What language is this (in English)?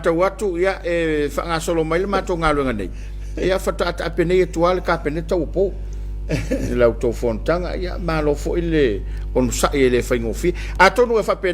Samoan